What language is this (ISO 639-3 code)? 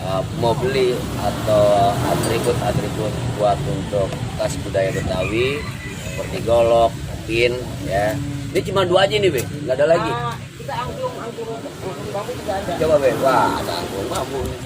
bew